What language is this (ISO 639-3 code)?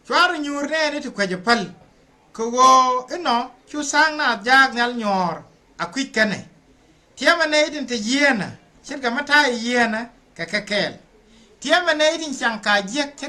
nus